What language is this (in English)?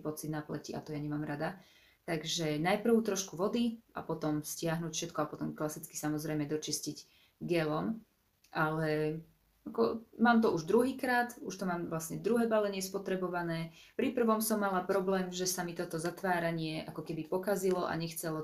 Slovak